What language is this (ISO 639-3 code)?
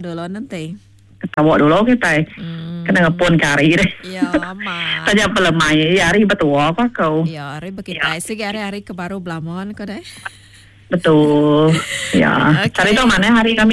iba